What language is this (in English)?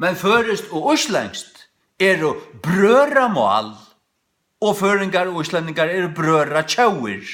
Faroese